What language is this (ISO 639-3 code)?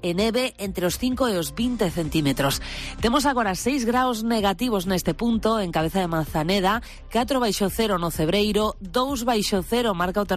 glg